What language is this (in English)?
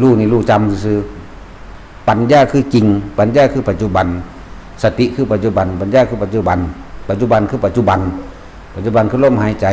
Lao